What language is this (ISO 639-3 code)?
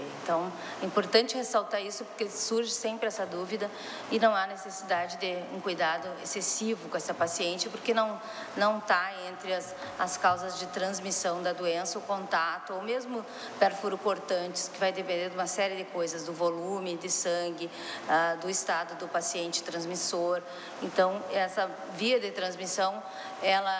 por